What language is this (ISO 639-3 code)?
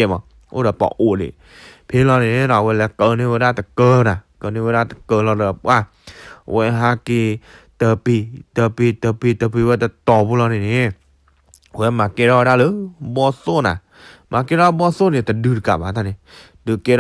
ksw